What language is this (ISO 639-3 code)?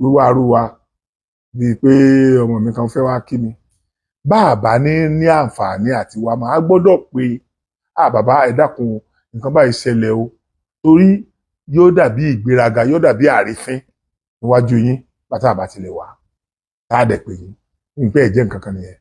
yor